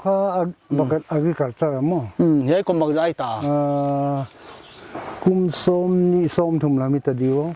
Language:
Paite Chin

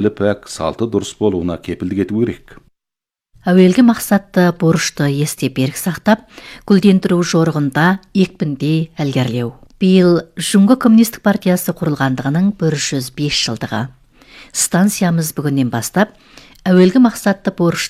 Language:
Kazakh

